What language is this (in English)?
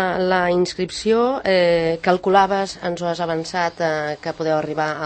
Catalan